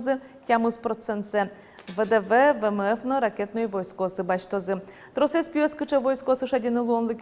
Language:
Udmurt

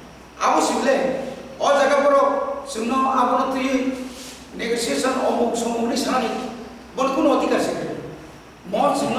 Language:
Kok Borok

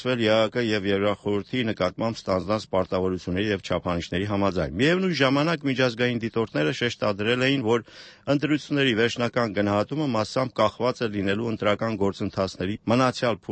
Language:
Armenian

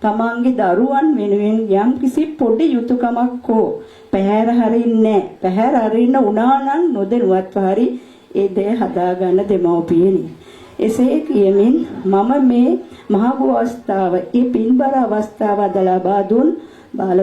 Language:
Sinhala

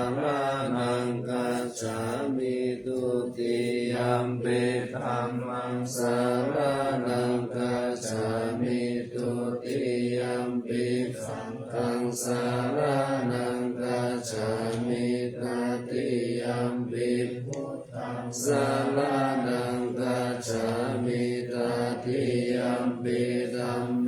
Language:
Pali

